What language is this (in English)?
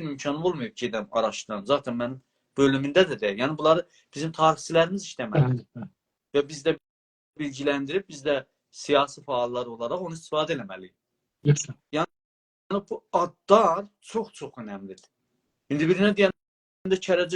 South Azerbaijani